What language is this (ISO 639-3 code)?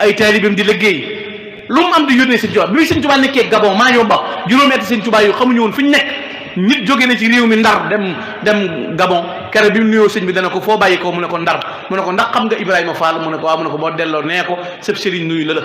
wol